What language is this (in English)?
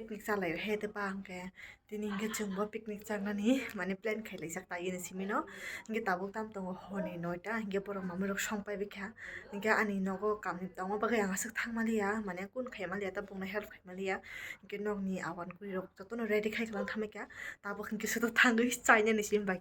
Kok Borok